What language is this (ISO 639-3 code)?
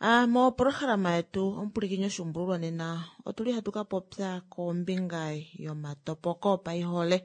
kua